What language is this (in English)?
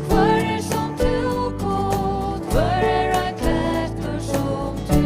Faroese